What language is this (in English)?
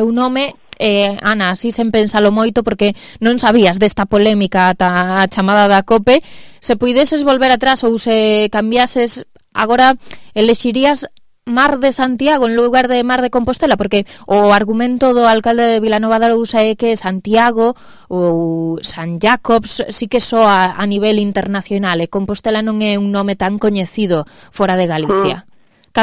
Galician